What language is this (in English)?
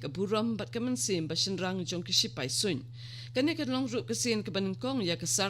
Khasi